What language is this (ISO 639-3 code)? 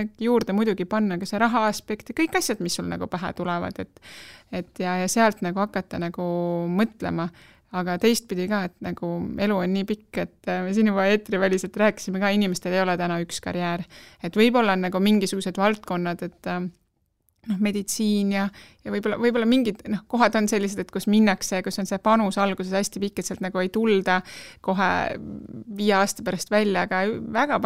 est